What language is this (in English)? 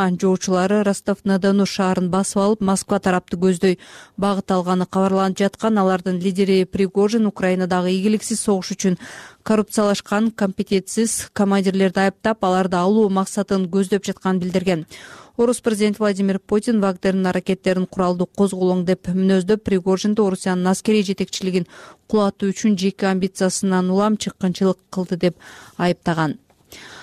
Kyrgyz